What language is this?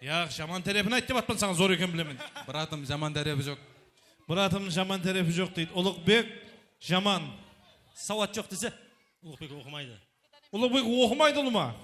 Kara-Kalpak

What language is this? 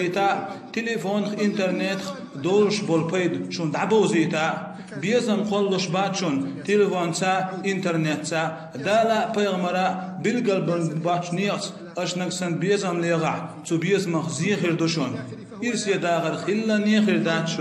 Chechen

